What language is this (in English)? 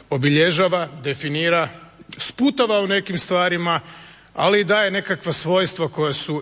Croatian